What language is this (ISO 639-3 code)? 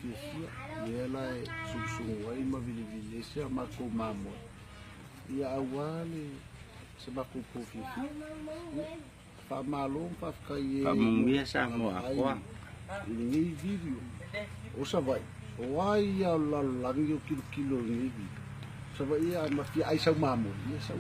smo